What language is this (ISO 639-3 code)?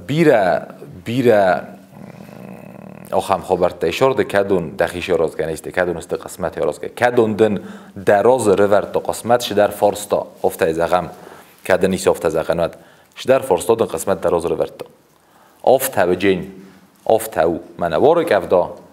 oss